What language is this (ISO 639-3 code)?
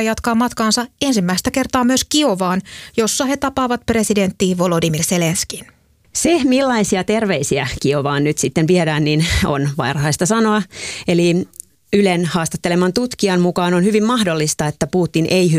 fin